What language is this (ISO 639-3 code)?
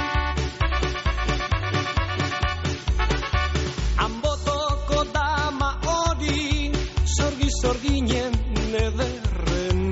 eus